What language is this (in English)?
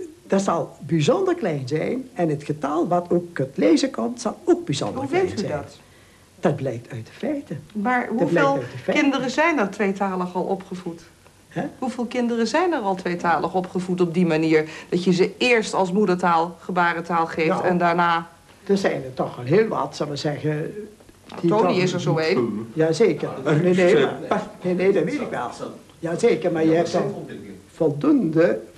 Dutch